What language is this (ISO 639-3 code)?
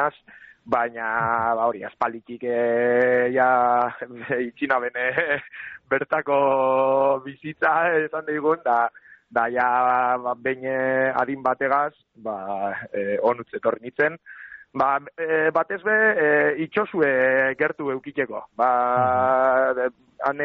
eus